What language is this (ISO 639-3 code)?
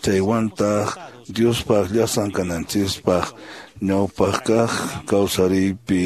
que